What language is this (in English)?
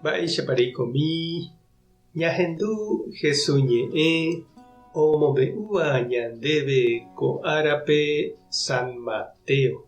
Guarani